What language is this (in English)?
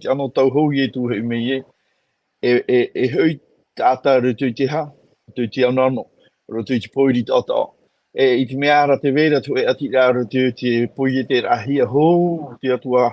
Tahitian